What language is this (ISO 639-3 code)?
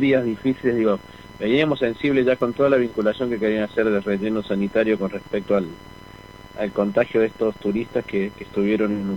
spa